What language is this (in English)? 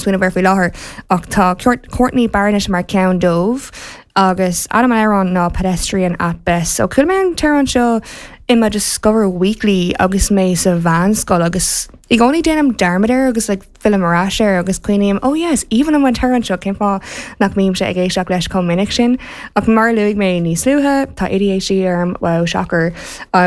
Irish